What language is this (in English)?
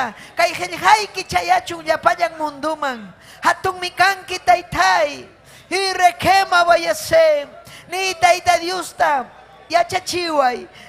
Ayacucho Quechua